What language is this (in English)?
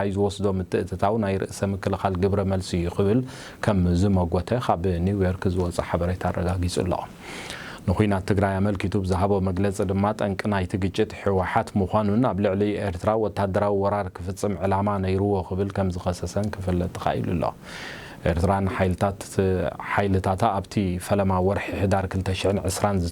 Tigrinya